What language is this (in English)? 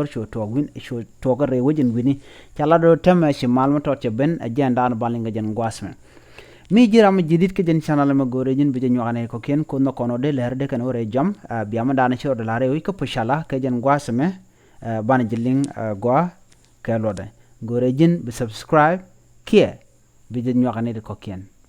Nuer